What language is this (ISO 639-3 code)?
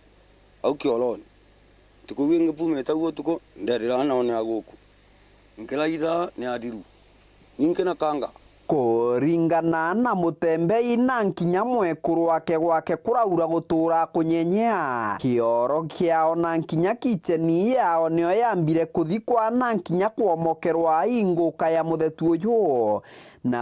mer